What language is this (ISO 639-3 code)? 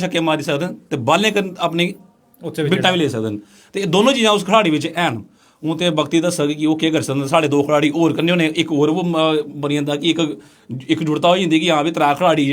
doi